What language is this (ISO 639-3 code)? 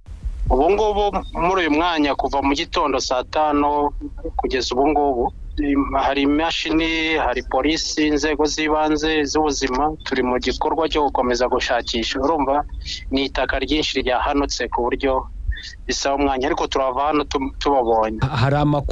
kin